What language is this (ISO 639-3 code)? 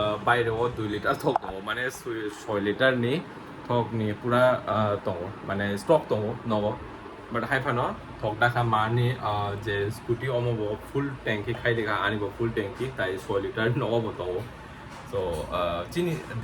trp